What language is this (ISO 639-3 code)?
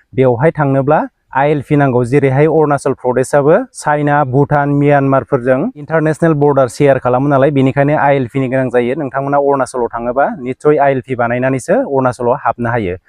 brx